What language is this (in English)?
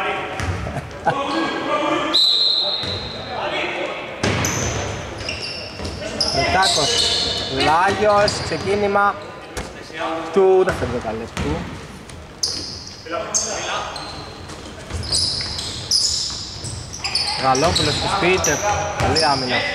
Greek